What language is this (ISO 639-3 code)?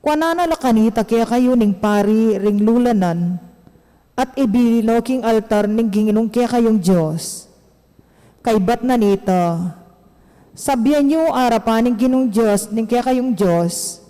pam